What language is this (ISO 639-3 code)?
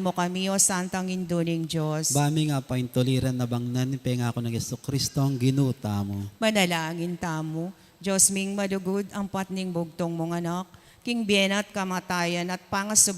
pam